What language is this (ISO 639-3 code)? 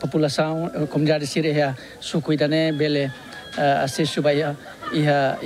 tet